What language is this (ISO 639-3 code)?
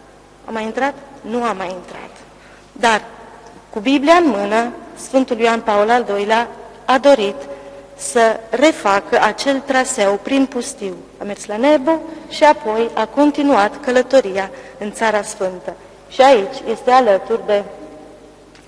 ron